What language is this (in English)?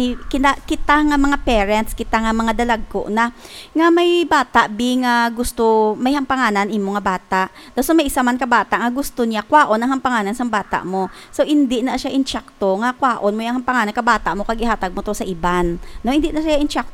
Hiligaynon